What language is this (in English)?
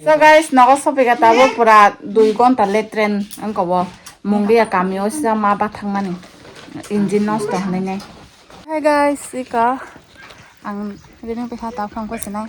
Kok Borok